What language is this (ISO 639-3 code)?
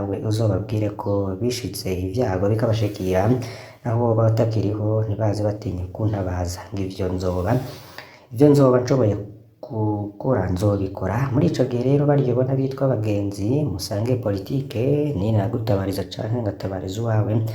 run